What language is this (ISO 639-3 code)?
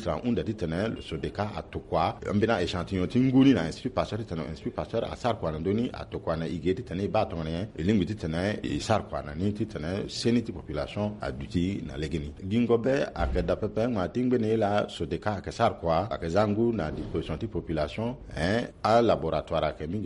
sag